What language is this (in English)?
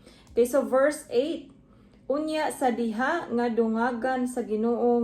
Cebuano